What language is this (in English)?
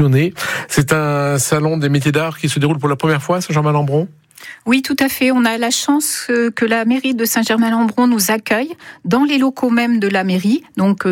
French